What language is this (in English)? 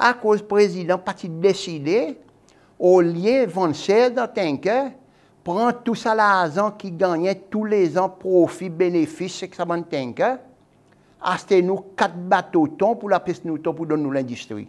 Seselwa Creole French